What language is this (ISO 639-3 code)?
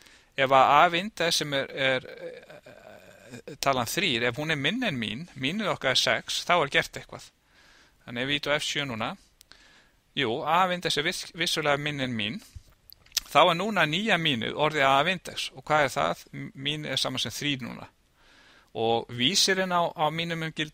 isl